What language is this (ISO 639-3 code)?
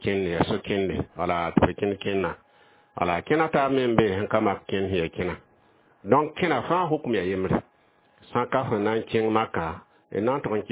mos